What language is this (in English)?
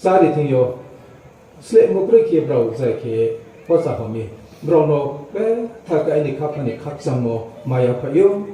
Riang (India)